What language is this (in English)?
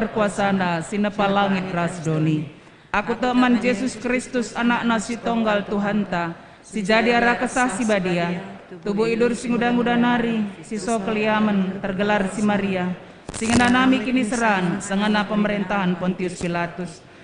Batak Karo